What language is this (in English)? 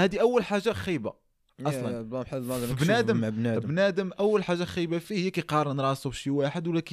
Moroccan Arabic